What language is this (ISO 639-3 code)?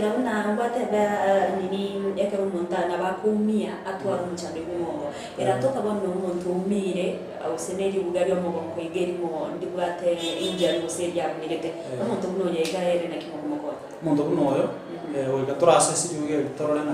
guz